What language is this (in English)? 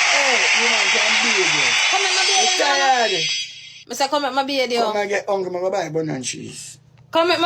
Jamaican Creole English